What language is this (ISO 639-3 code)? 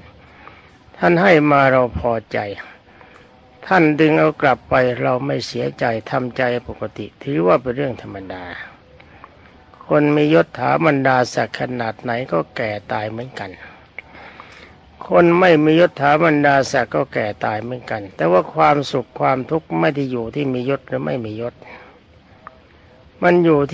tha